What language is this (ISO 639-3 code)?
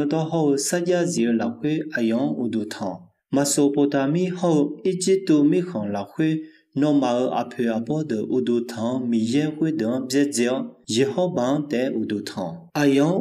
ahk